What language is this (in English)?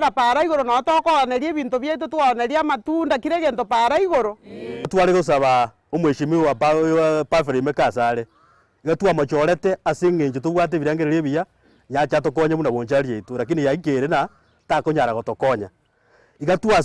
Gusii